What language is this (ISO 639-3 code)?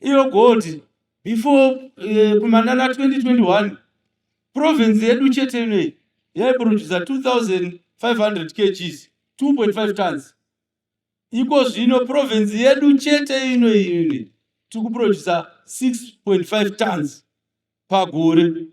sna